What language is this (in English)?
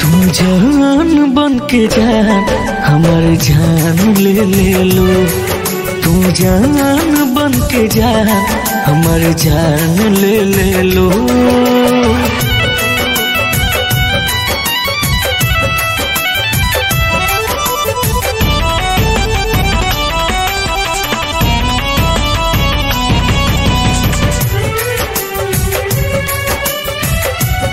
Bhojpuri